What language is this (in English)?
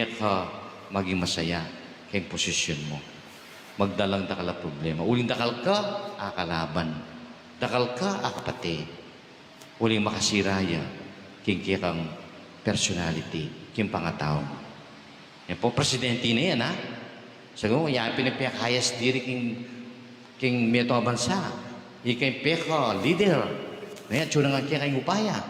Pampanga